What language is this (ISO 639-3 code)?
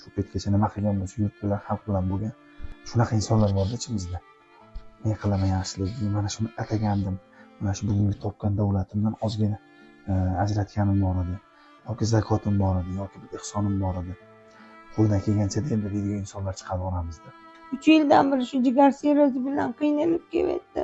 uzb